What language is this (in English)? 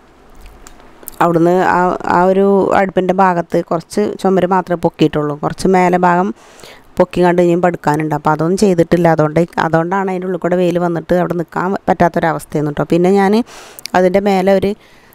Malayalam